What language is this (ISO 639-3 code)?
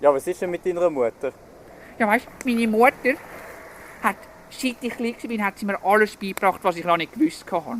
gsw